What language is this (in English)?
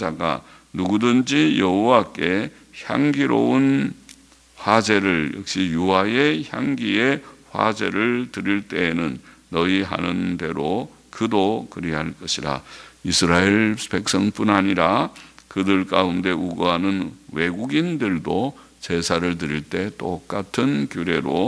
Korean